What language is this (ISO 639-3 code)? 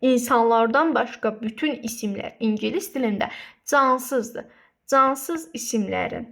aze